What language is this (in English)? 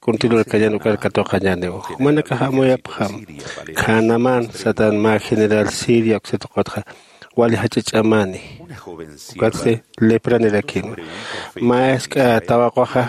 Aymara